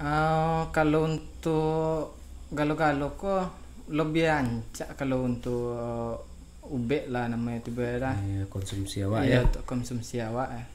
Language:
Minangkabau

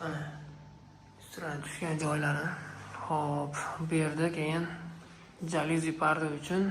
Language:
Uzbek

